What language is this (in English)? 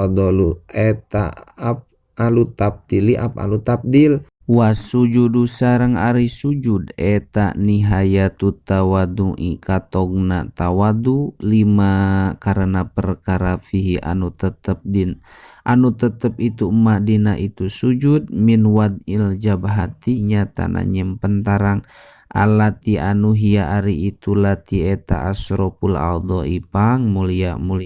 Sundanese